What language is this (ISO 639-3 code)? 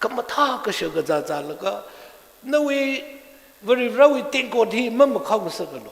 nmf